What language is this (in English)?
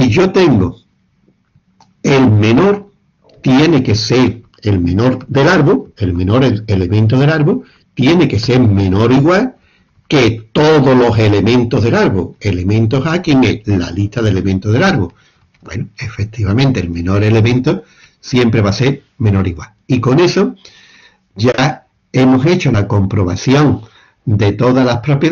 Spanish